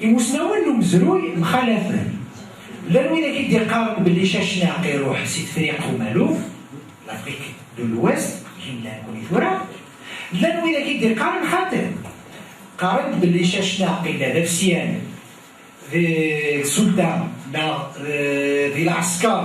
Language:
Kabyle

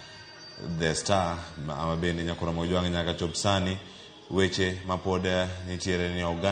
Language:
Luo (Kenya and Tanzania)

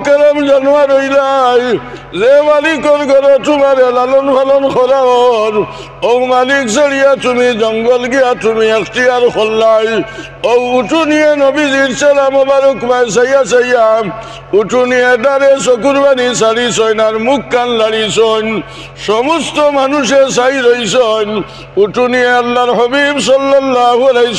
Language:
Sylheti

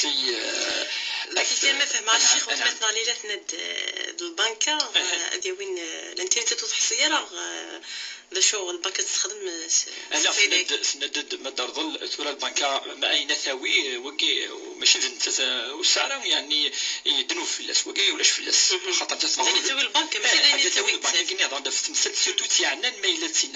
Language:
Kabyle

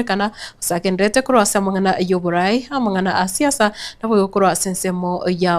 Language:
Gusii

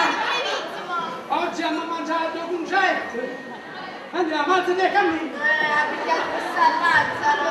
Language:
Neapolitan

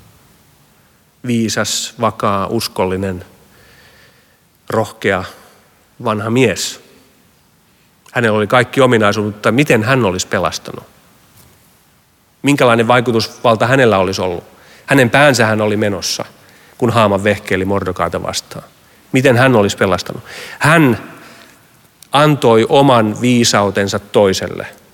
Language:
Finnish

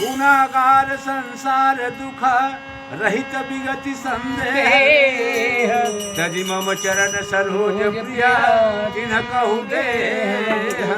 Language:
Chhattisgarhi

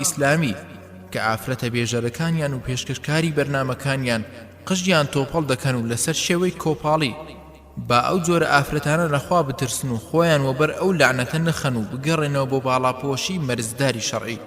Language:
Central Kurdish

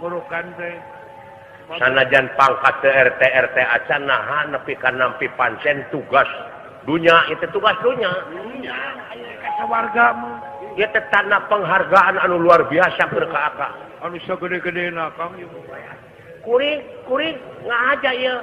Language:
Sundanese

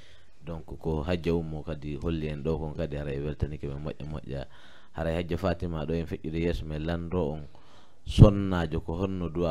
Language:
Fula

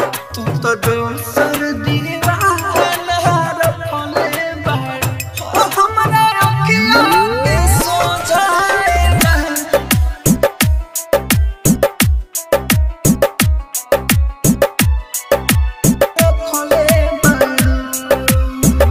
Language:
Bhojpuri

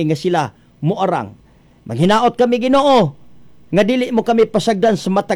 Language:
Cebuano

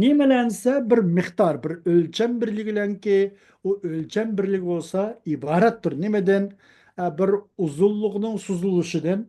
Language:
Uyghur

